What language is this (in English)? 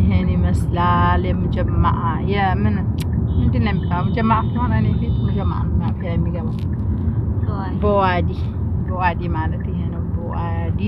Amharic